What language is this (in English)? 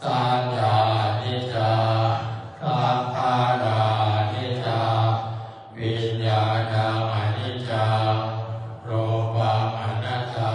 Pali